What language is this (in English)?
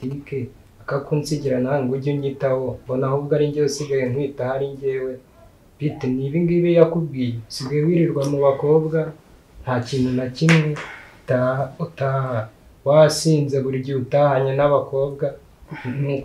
Kinyarwanda